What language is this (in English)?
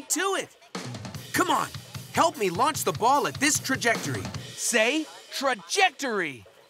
English